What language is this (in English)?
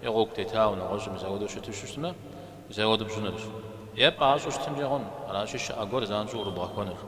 Kabardian